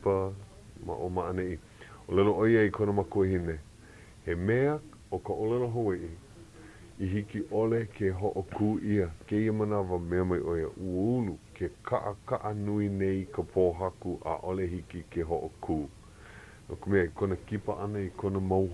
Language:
Hawaiian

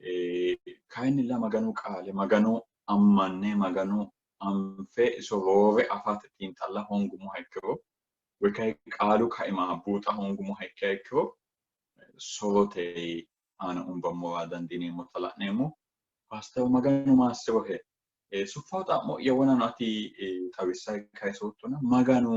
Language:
Sidamo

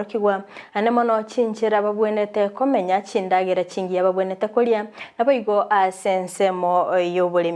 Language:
Gusii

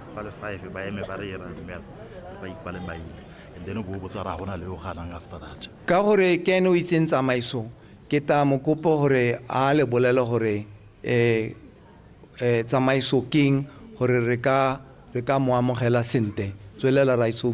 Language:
Tswana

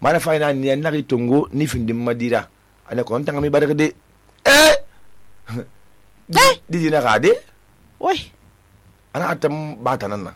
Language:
Susu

